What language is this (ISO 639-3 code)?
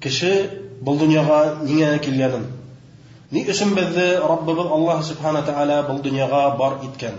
bak